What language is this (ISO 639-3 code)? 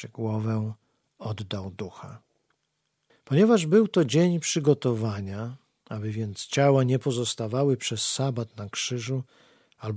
pol